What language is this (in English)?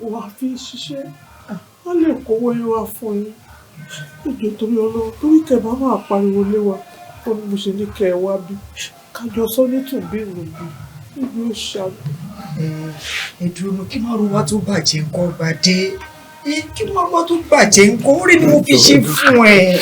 Yoruba